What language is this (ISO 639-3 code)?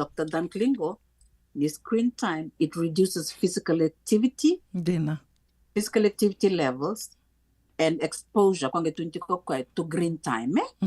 fij